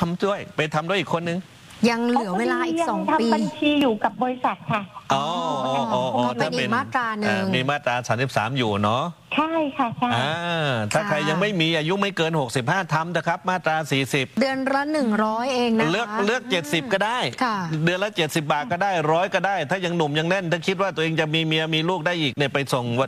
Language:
Thai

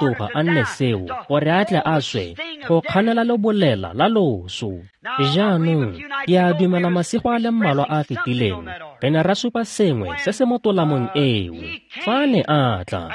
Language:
Tswana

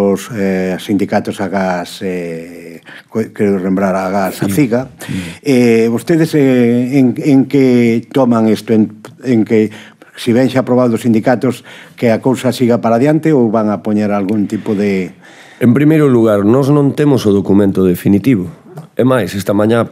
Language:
Galician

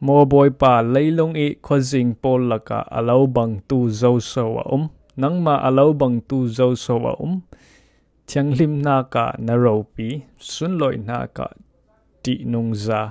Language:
Falam Chin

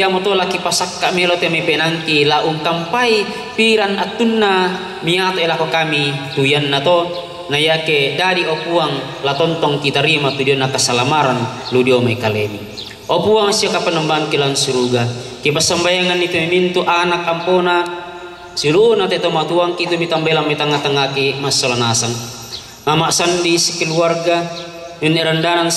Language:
Toraja-Sa'dan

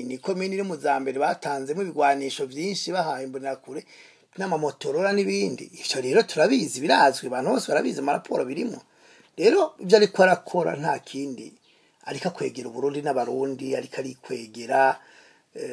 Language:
Rundi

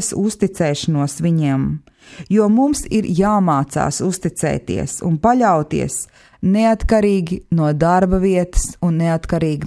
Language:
Latvian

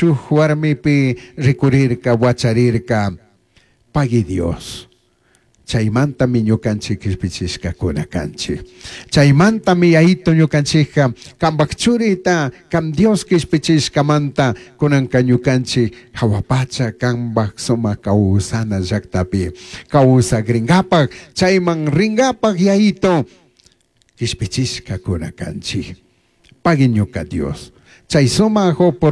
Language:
Chimborazo Highland Quichua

